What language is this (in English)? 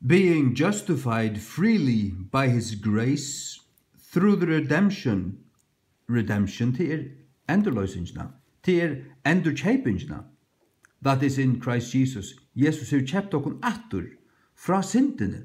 Faroese